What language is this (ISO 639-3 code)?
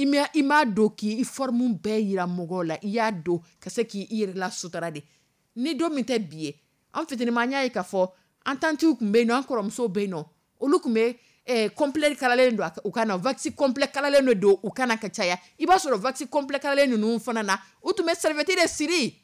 dyu